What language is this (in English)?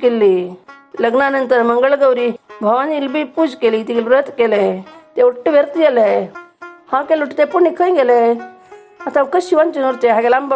Konkani